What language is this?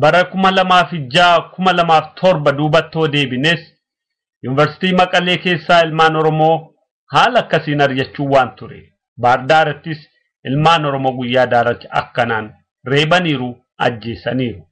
Oromo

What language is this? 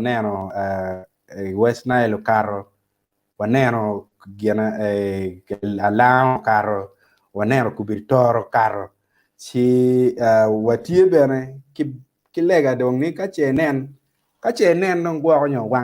Acoli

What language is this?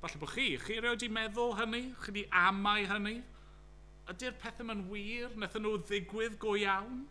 Welsh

